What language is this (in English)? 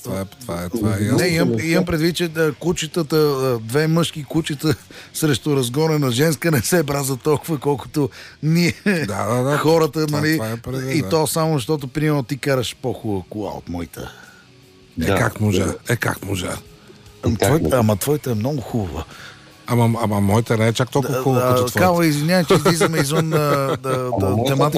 Bulgarian